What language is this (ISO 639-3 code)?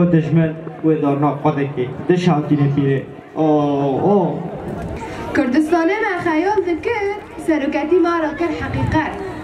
kur